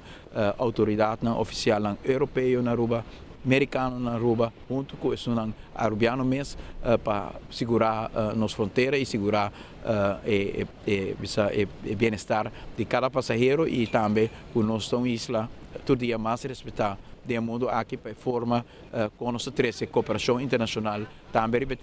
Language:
Papiamento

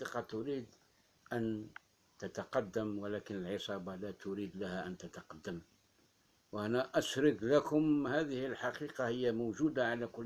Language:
Arabic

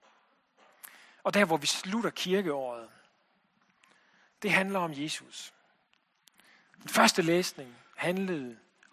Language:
Danish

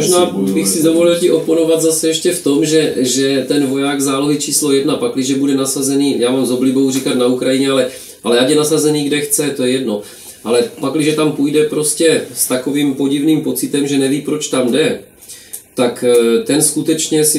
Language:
Czech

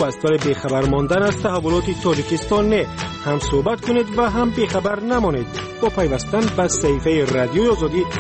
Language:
Persian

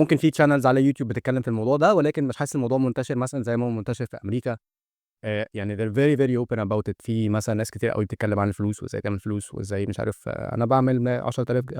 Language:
Egyptian Arabic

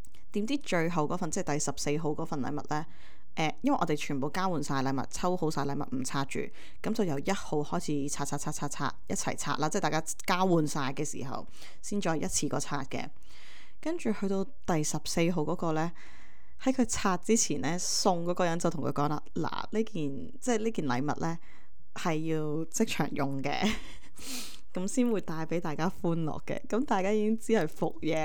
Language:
Cantonese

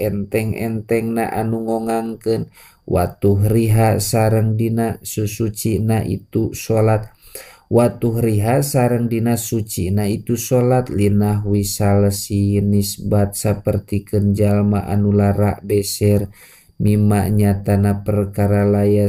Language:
Sundanese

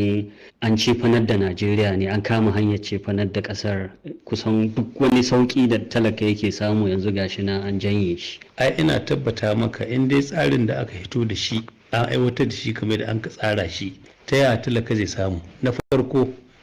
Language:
Hausa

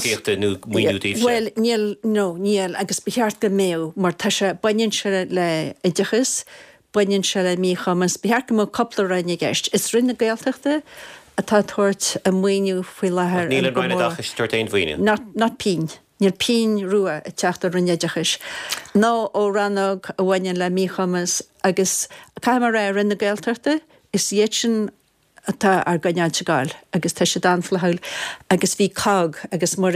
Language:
Irish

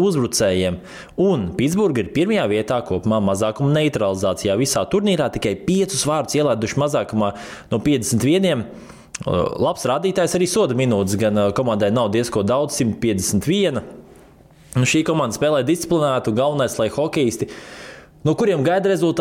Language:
Latvian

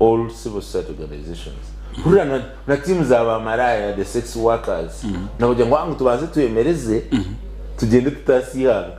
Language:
Nyankole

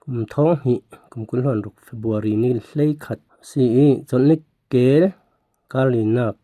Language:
Falam Chin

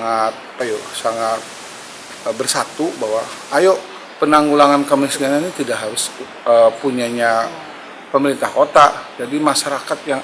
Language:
Banjar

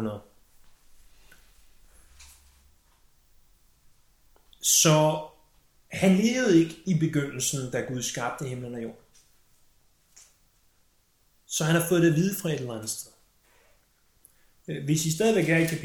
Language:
Danish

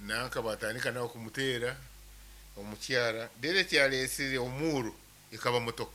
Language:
Nyankole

